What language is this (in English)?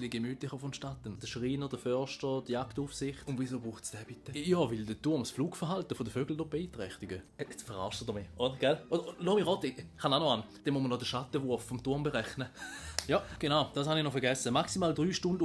Swiss German